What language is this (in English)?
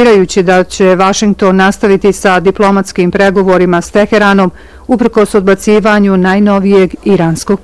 Bosnian